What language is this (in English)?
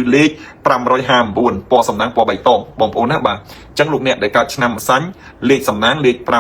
Khmer